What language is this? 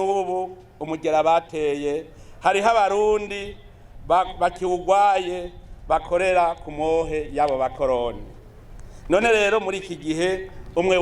Rundi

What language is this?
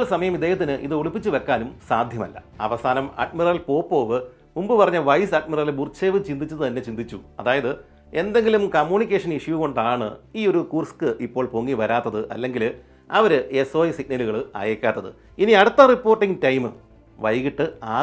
Malayalam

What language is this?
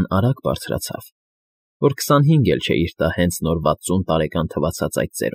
Armenian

